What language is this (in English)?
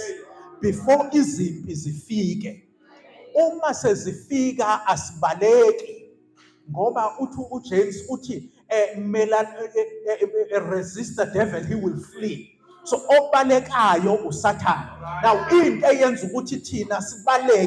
Zulu